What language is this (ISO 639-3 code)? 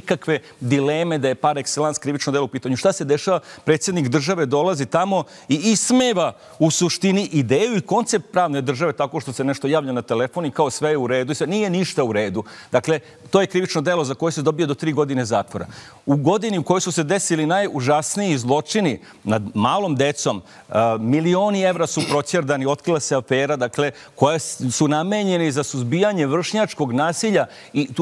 srp